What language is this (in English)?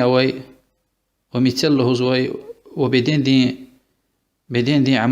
Lezghian